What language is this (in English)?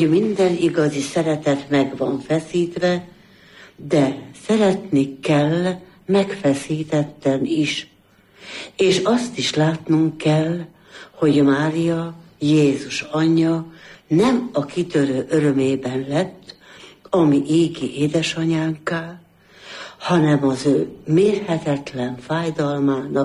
Hungarian